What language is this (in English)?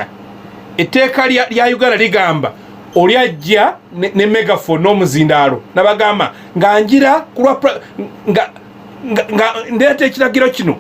Ganda